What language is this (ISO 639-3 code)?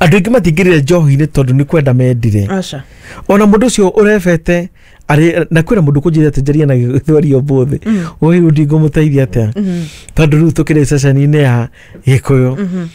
kik